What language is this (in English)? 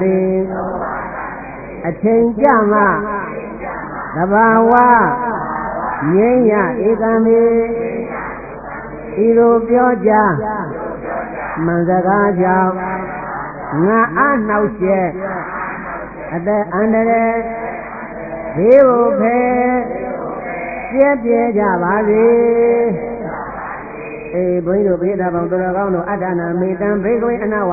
Burmese